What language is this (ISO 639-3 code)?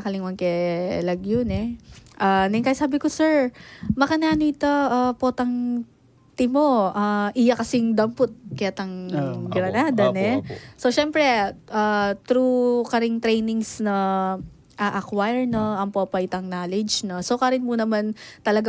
pam